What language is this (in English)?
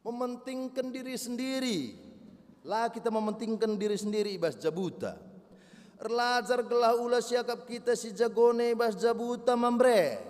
Batak Karo